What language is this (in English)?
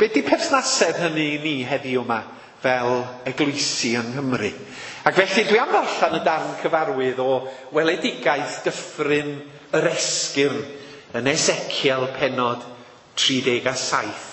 Welsh